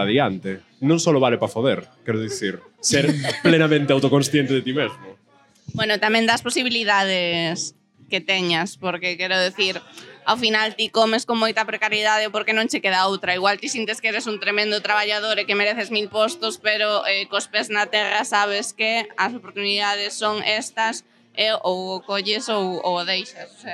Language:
Galician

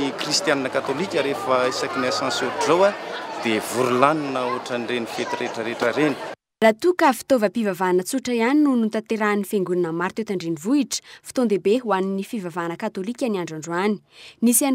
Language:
Malagasy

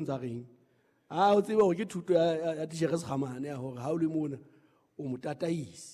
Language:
Southern Sotho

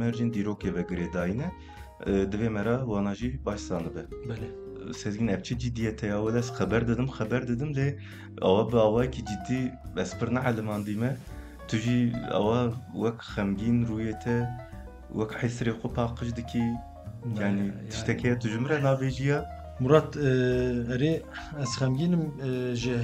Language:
Kurdish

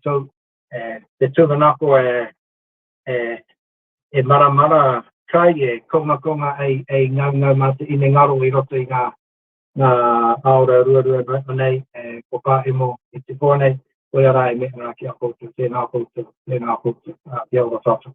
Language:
Māori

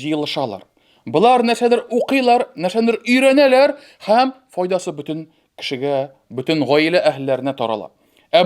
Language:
Tatar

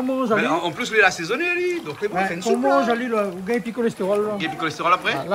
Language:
Réunion Creole French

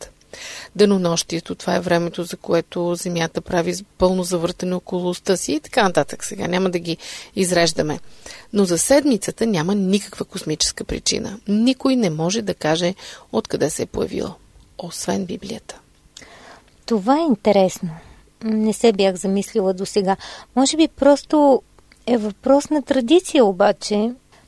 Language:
Bulgarian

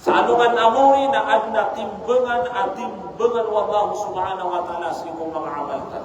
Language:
Maranao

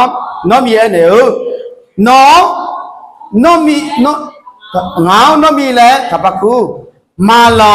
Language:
Akha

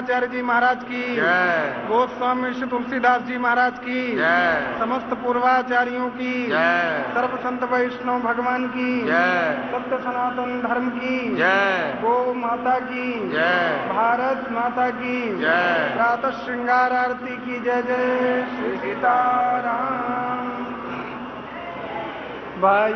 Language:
Hindi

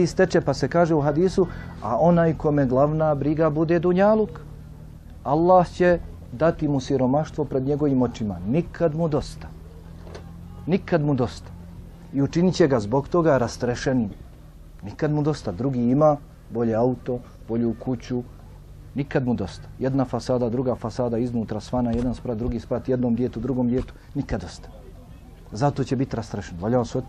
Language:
Bosnian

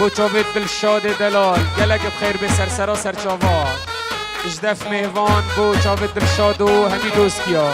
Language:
Kurdish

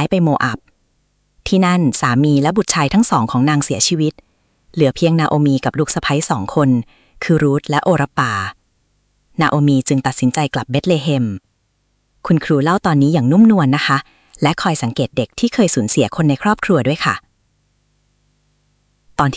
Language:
Thai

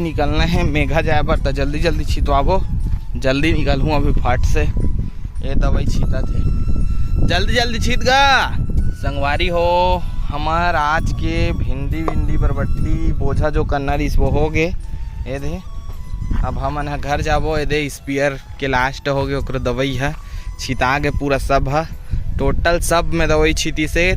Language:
Chhattisgarhi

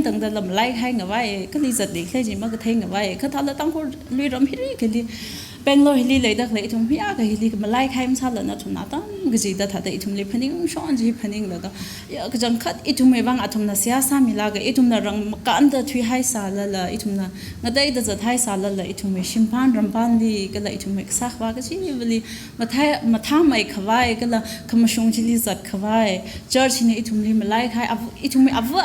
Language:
Tangkhul Naga (India)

